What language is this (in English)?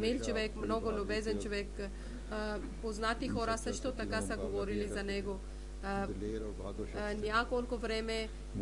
Bulgarian